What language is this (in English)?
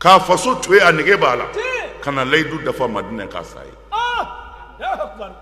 Bambara